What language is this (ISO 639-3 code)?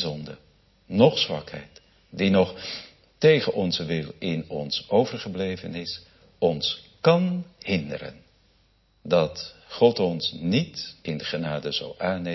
nld